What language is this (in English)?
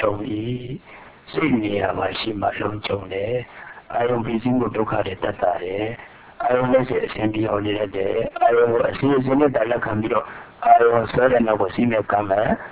Burmese